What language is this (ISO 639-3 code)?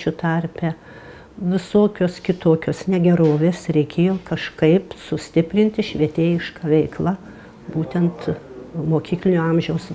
lit